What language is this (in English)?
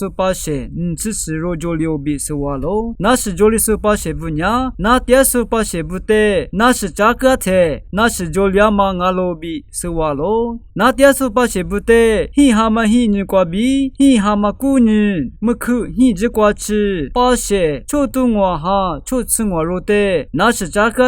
Lisu